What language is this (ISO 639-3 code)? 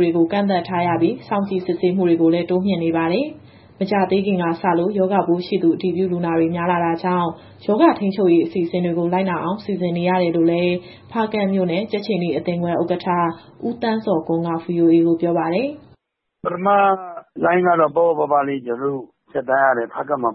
mya